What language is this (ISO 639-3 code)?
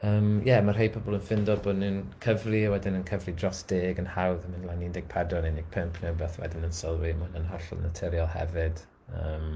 cym